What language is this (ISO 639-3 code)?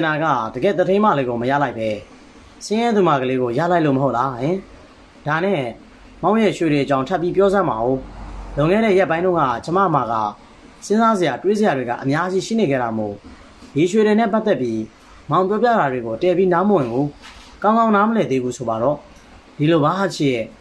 mya